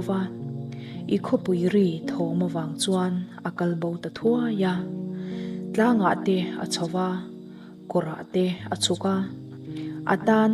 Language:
Mizo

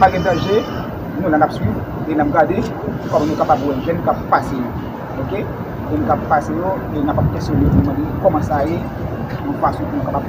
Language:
Haitian Creole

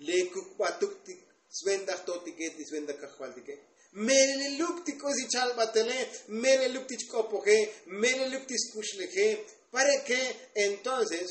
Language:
Tzotzil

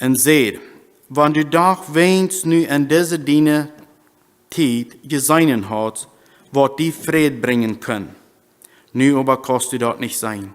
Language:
Plautdietsch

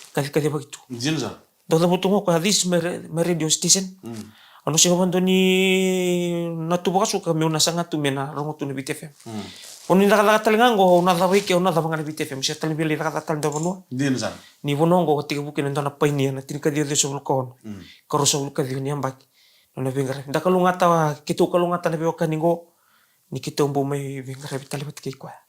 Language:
Fijian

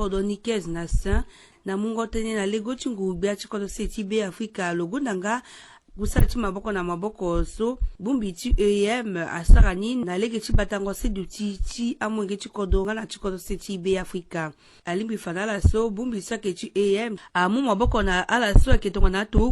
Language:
Sango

